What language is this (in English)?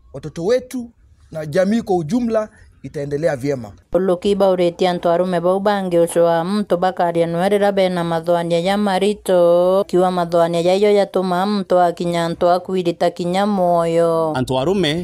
Meru